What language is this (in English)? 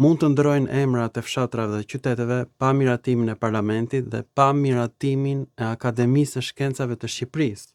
Albanian